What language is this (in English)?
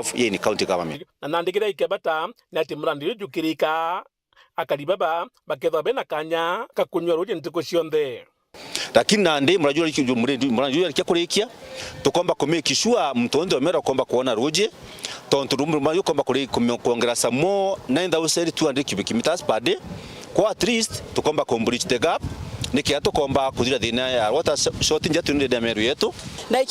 Meru